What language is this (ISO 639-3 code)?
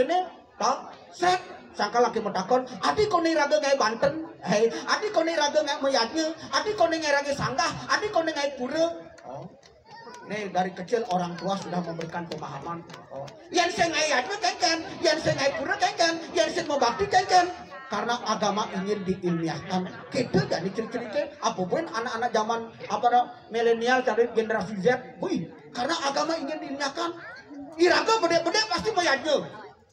ban